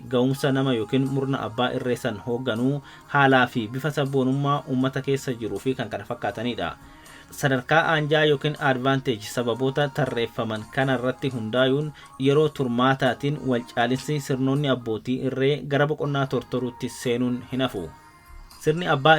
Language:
Oromo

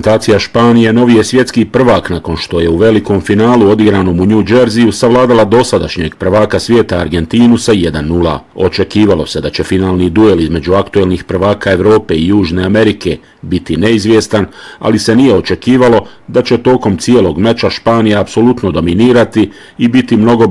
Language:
Bosnian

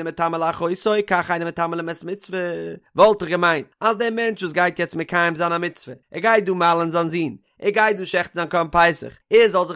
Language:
Yiddish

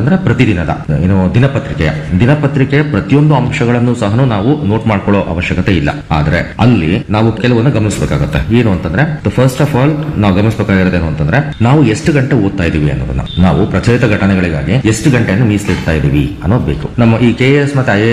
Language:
Kannada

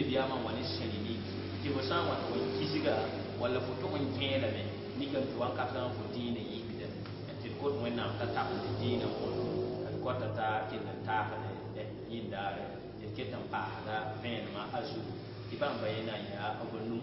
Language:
Mossi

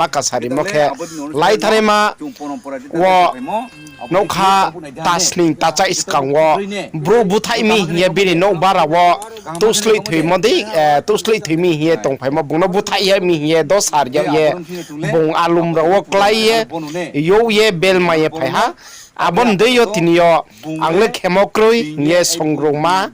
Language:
Riang (India)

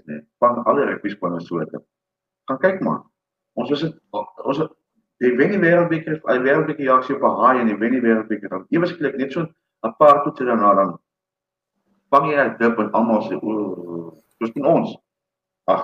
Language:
Afrikaans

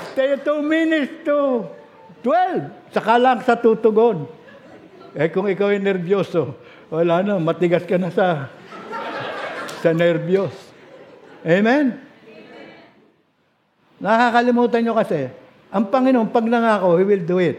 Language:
Filipino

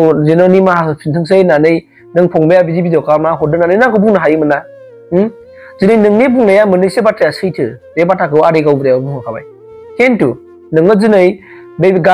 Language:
Bodo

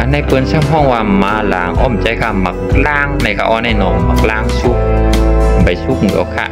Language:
Shan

